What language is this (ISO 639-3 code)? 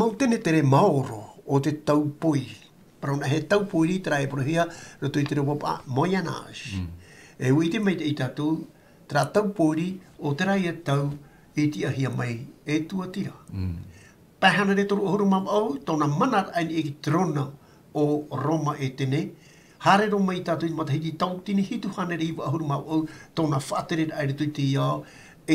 tah